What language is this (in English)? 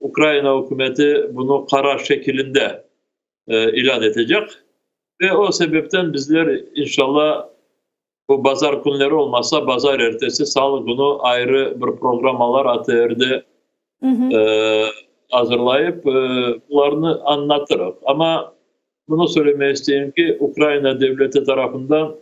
Crimean Tatar